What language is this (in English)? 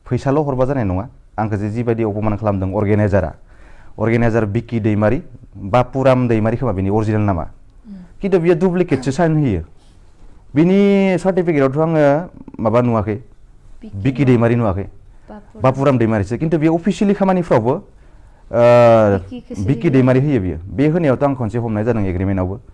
Bodo